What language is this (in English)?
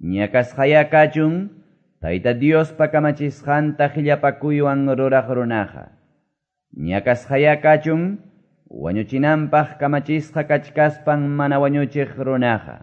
Quechua